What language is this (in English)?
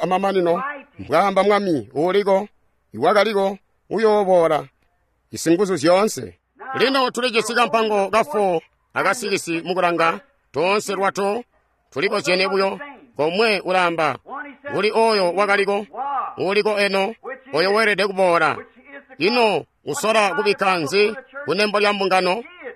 Tonga (Zambia)